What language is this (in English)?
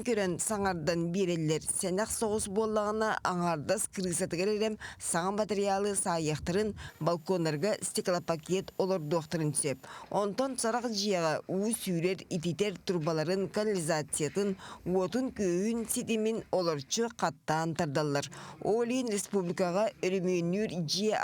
Yakut